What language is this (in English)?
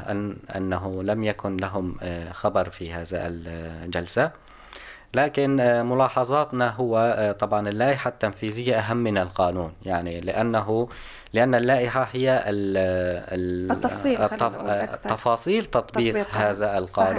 North Levantine Arabic